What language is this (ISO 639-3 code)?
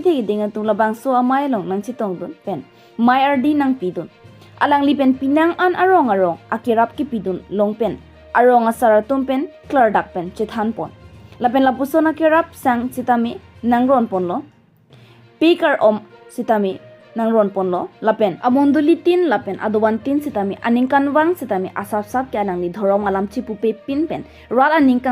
mjw